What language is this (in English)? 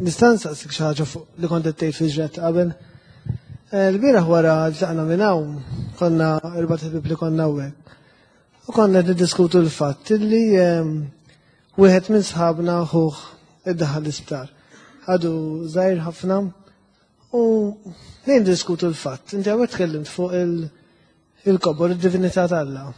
Maltese